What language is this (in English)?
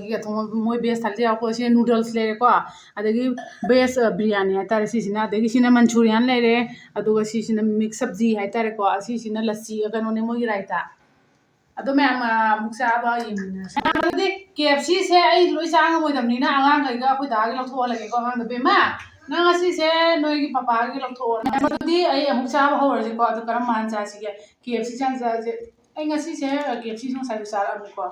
Manipuri